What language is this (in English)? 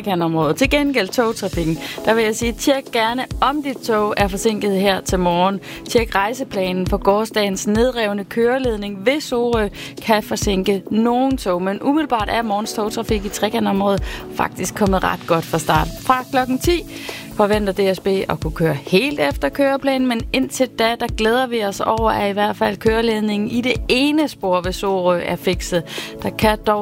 Danish